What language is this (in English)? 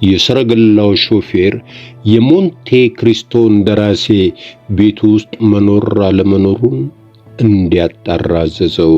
Amharic